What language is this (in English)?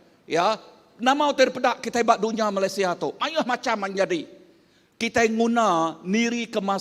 Iban